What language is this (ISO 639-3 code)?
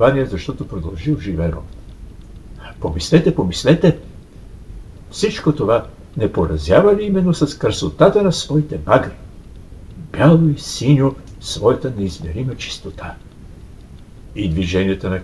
bul